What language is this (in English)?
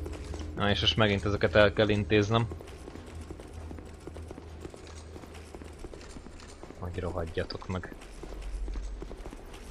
Hungarian